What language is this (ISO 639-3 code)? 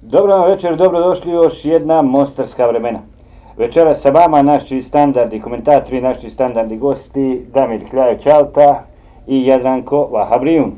bos